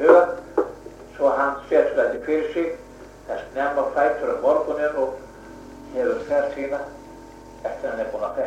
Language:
Icelandic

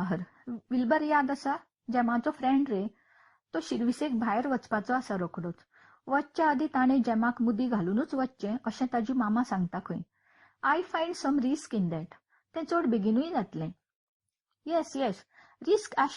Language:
Konkani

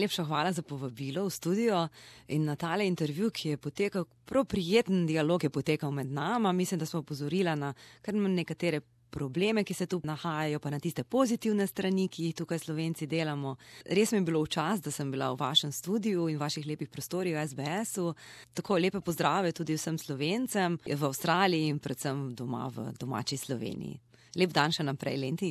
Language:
Slovenian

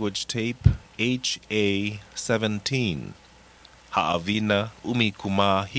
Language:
Hawaiian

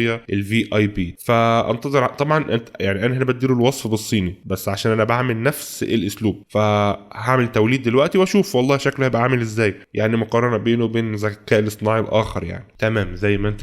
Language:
Egyptian Arabic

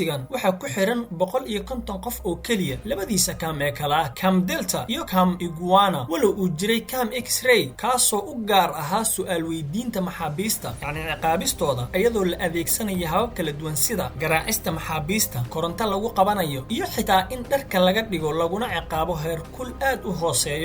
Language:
Somali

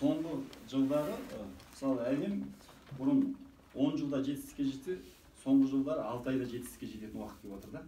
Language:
Kazakh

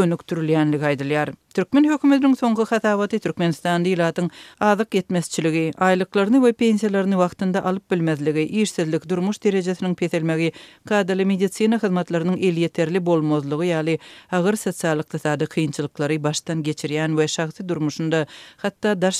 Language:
Turkmen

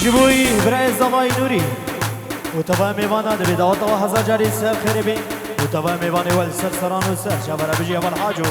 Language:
Kurdish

